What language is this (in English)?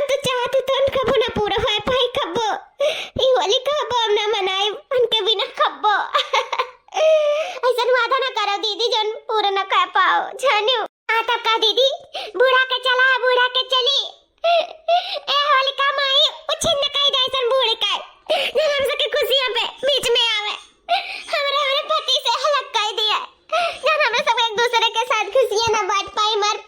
Awadhi